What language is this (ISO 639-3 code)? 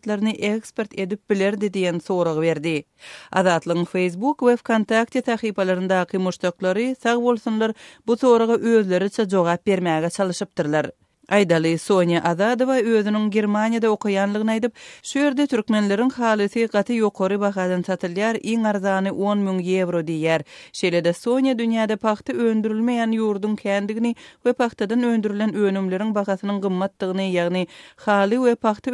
tuk